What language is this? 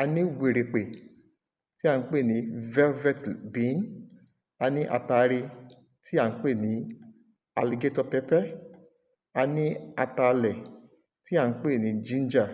Yoruba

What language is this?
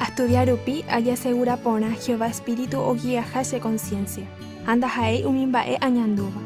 Guarani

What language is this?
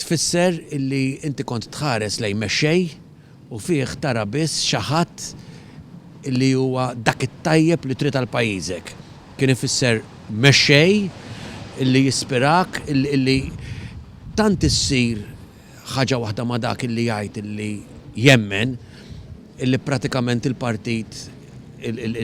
Maltese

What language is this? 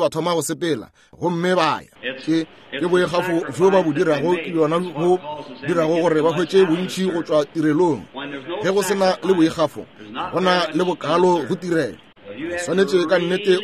Northern Sotho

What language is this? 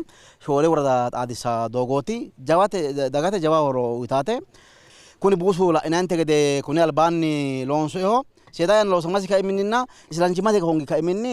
Sidamo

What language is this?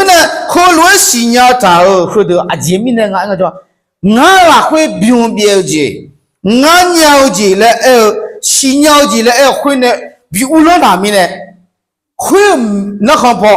Akha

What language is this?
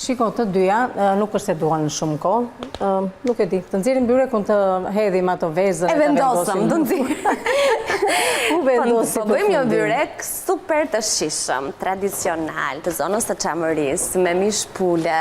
Albanian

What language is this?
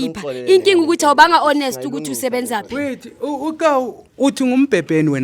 Zulu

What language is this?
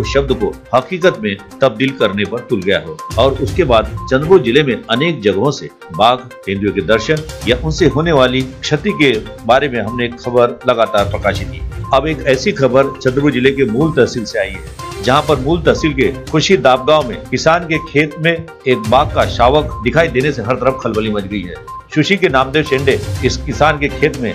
Hindi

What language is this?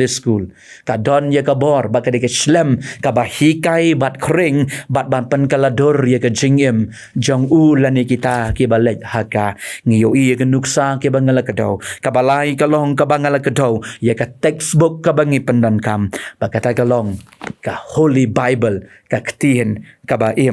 Khasi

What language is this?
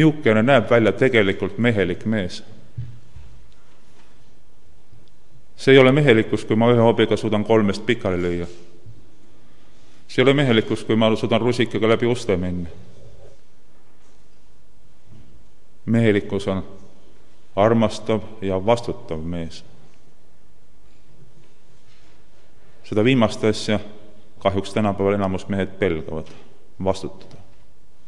Estonian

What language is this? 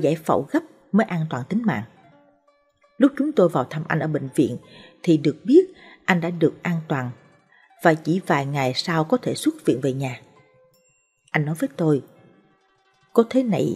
Vietnamese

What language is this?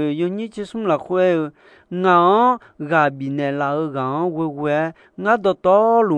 Akha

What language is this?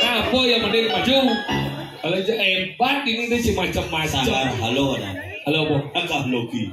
Balinese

